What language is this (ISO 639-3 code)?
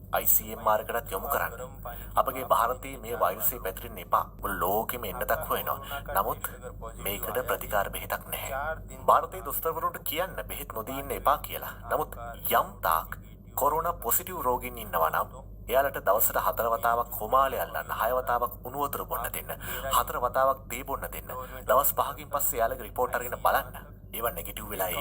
sin